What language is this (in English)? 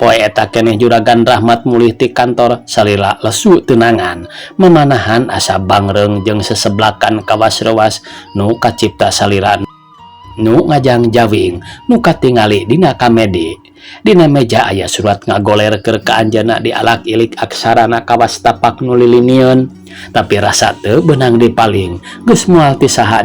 Sundanese